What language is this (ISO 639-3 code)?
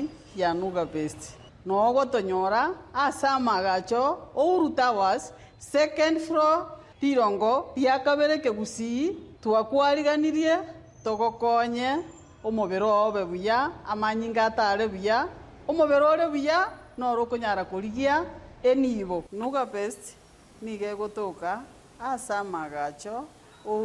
guz